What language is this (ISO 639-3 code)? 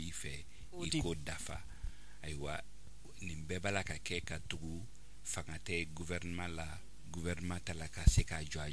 bam